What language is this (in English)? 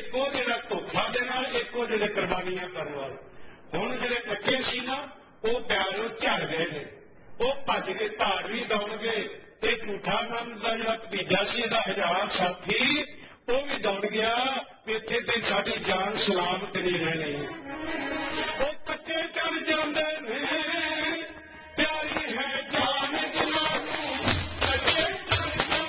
Punjabi